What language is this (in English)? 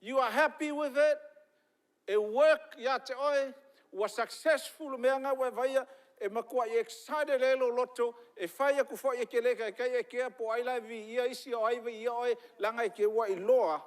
Samoan